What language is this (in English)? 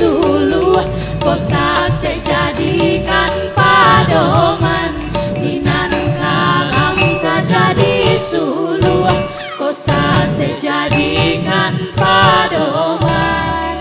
Minangkabau